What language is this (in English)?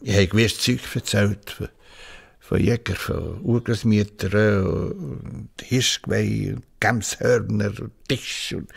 Swiss German